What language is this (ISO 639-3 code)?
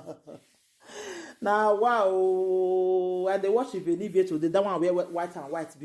pcm